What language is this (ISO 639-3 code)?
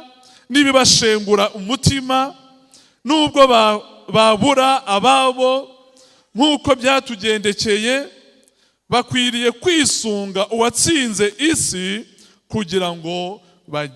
kin